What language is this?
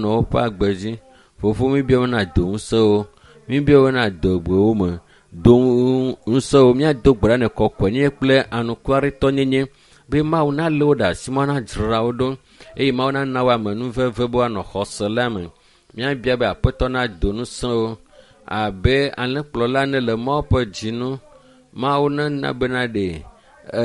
Ewe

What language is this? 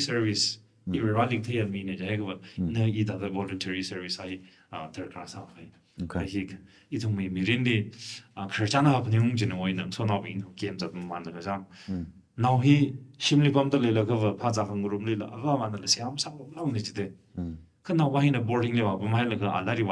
Tangkhul Naga (India)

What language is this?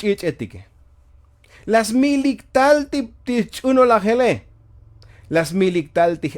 Tzotzil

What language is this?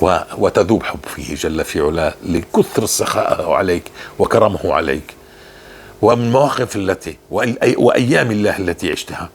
North Levantine Arabic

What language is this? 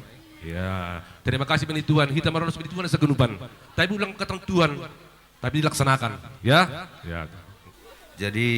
Batak Simalungun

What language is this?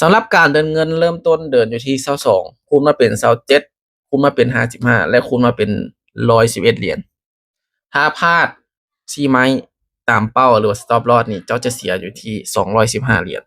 Lao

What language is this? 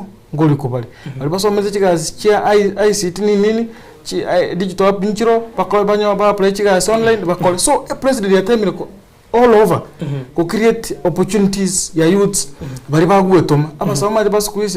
Gusii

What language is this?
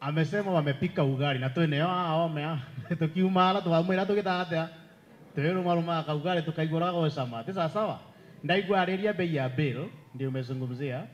Meru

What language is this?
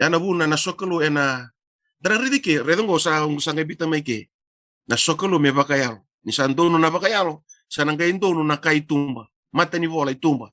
Fijian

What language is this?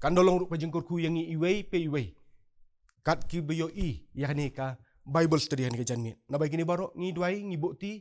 Khasi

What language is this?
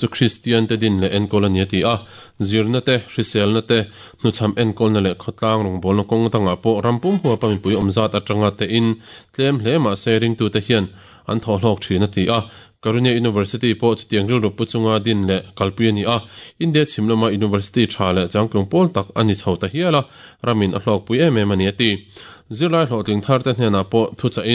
Mizo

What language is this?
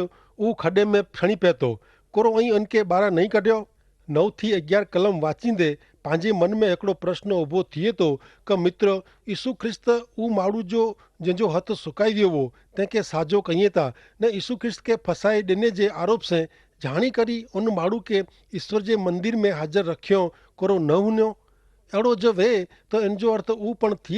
Kachhi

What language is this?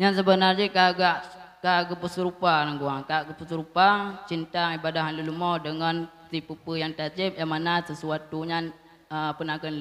Achinese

